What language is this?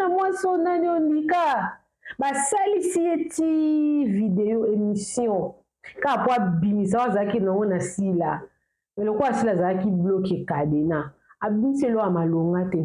Lingala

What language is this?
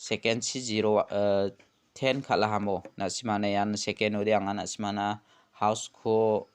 Garo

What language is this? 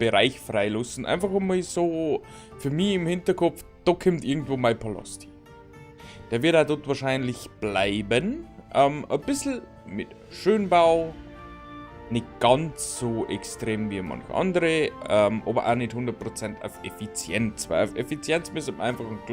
Bavarian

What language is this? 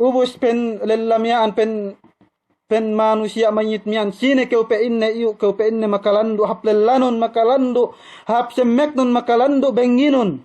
Yakan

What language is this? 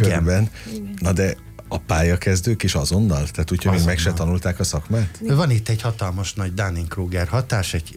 Hungarian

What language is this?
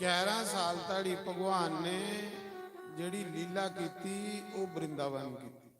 Dogri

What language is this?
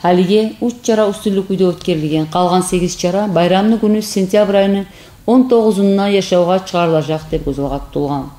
Kumyk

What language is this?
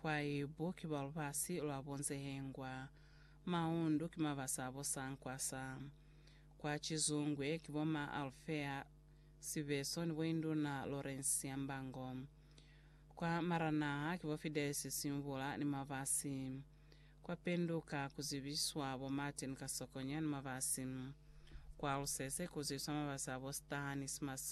Lozi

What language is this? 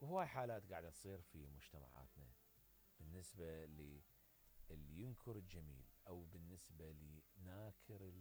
Mesopotamian Arabic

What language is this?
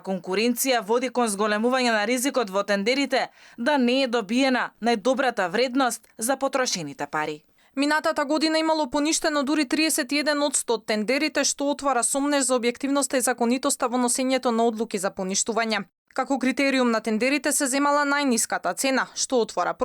Macedonian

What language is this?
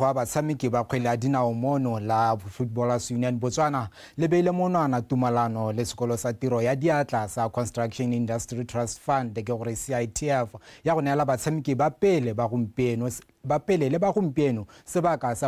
Tswana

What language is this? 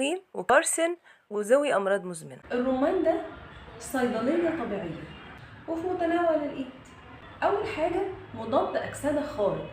Egyptian Arabic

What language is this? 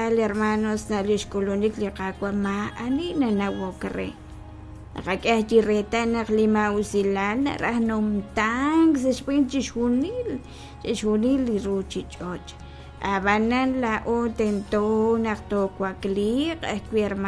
Kekchí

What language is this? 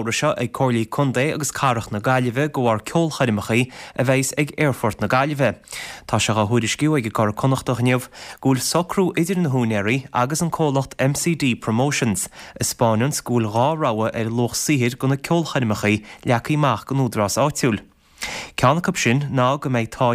Irish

